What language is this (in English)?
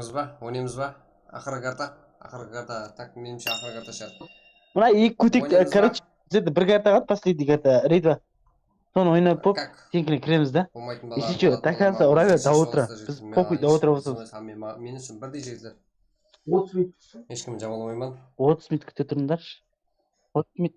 Kara-Kalpak